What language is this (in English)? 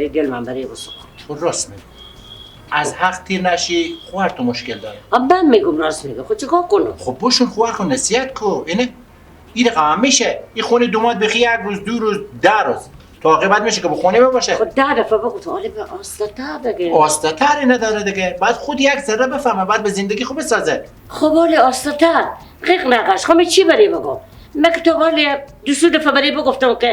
Persian